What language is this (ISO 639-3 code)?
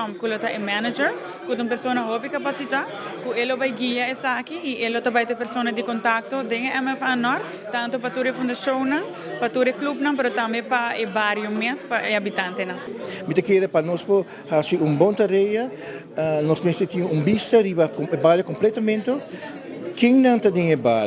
pap